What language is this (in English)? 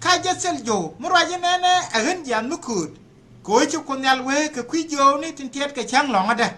Nuer